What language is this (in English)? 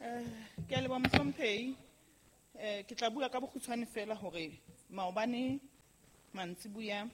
Southern Sotho